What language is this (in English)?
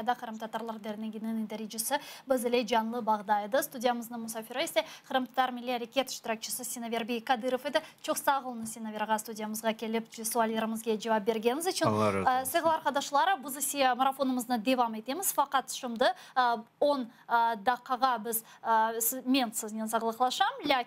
Crimean Tatar